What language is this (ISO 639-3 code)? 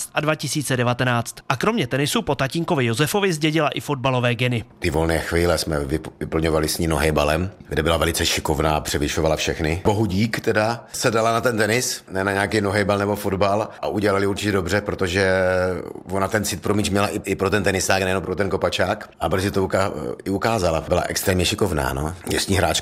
ces